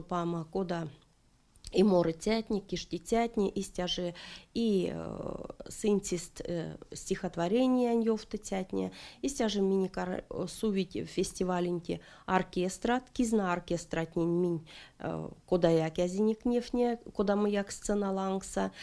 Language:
Erzya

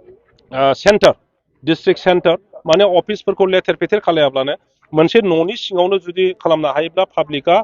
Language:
Bodo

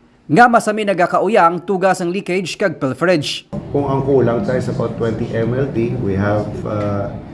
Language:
Hiligaynon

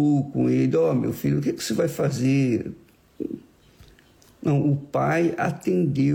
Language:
Portuguese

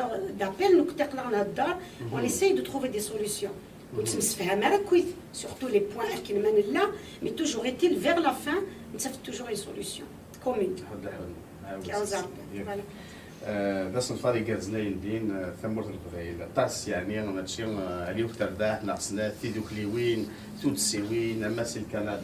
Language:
Kabyle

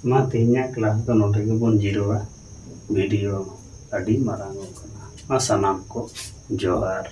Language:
Santali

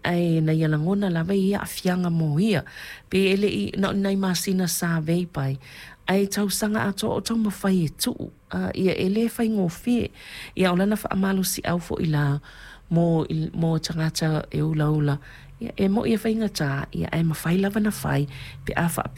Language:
Samoan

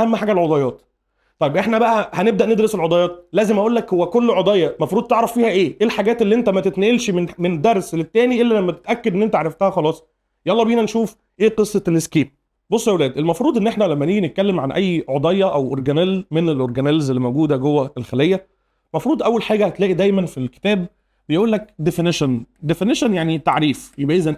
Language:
Egyptian Arabic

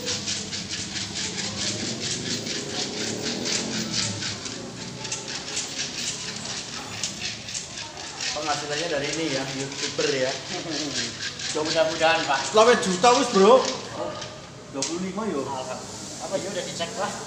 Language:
Indonesian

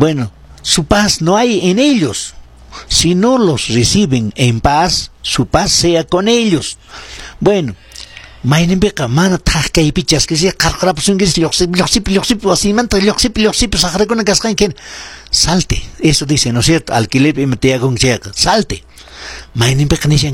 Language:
Quechua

